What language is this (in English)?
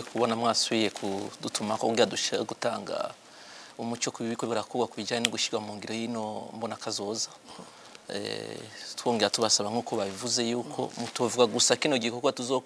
Rundi